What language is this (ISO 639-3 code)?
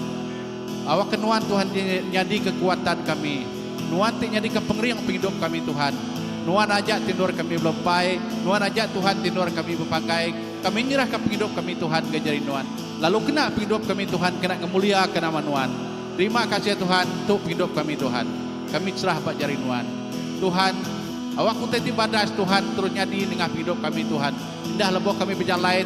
iba